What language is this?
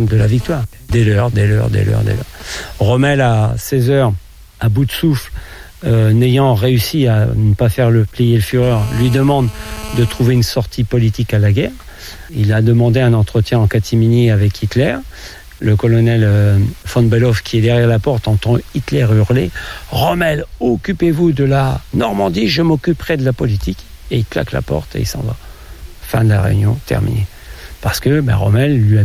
French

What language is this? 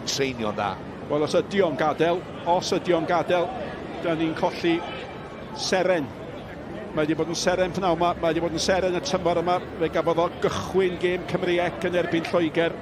Welsh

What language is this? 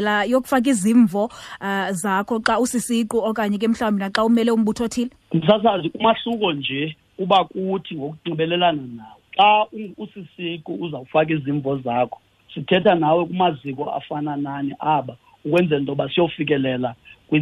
Xhosa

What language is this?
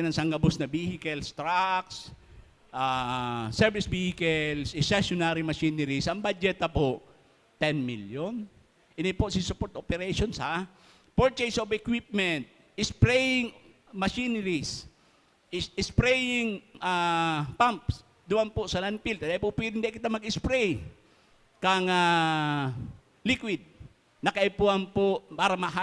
Bikol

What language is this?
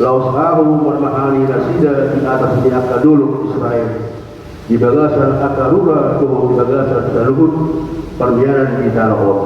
Batak Toba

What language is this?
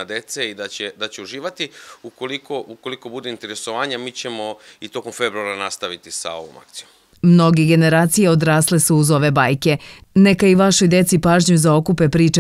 Serbian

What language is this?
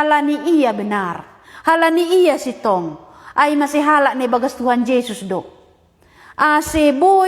Batak Simalungun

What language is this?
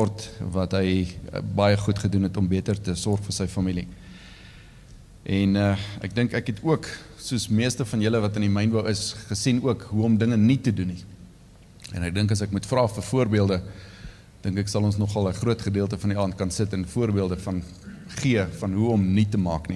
Afrikaans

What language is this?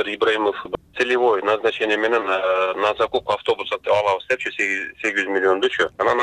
Kyrgyz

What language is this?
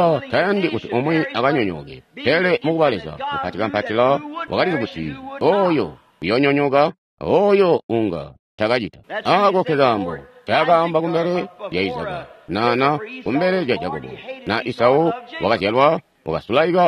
Tonga (Zambia)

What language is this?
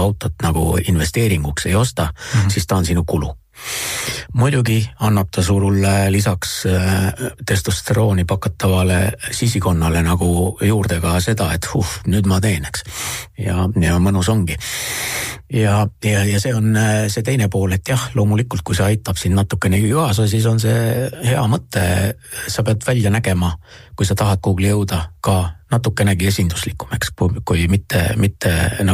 Estonian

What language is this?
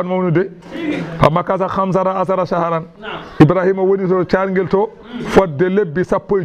Fula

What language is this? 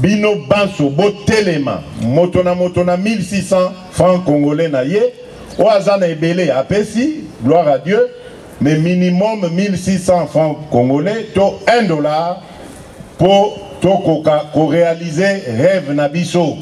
Lingala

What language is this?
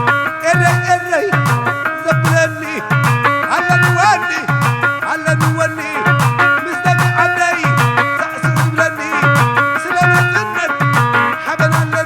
Tigrinya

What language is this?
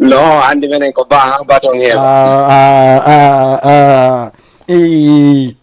Fula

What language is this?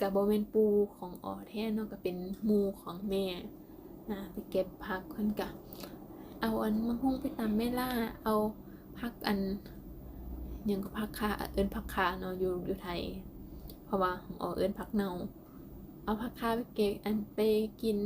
Lao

